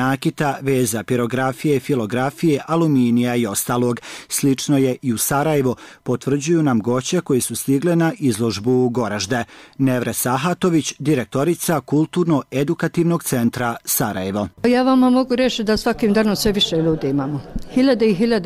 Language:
Bosnian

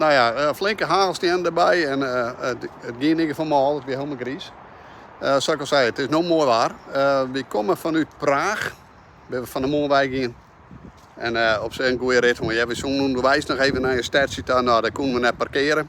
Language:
Western Frisian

